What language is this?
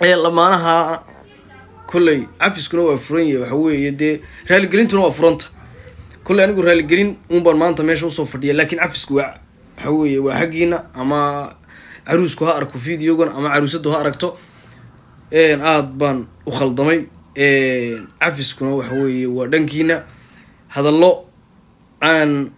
Somali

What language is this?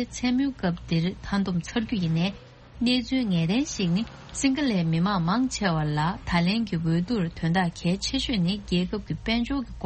Tibetan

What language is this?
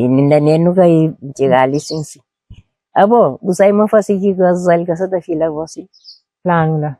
Kabuverdianu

